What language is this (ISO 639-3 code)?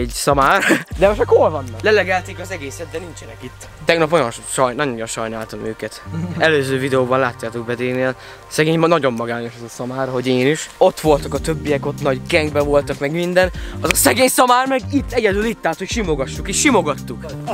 hun